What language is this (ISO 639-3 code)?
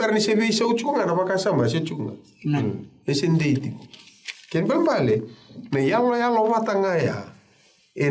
fij